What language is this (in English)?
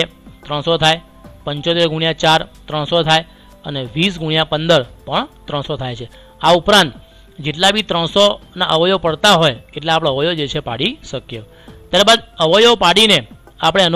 Gujarati